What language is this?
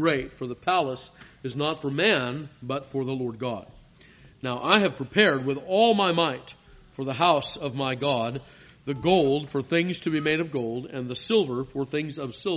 English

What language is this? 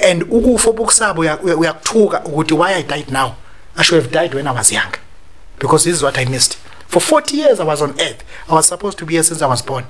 Zulu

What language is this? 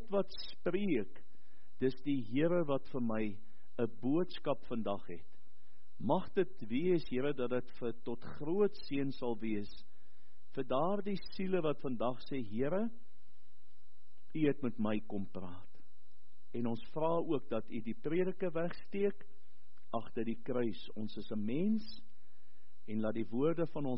Afrikaans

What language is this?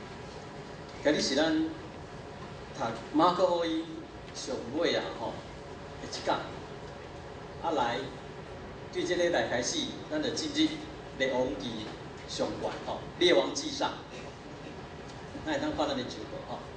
Min Nan Chinese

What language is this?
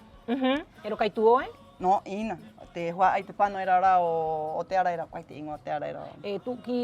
Rapanui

